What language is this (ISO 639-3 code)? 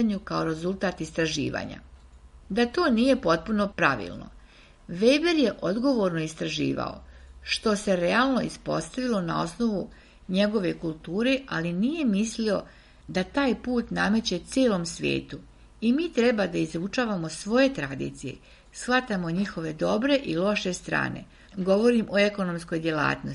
srp